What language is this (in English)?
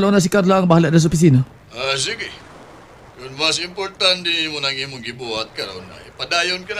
Cebuano